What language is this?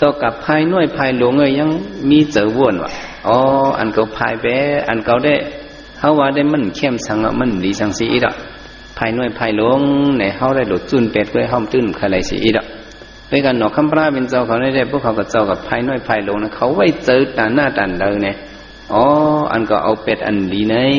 Shan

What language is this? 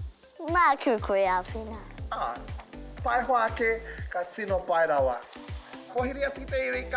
Māori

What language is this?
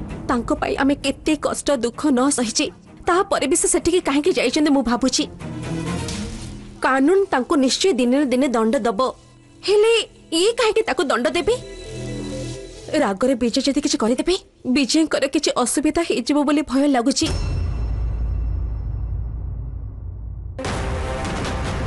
Odia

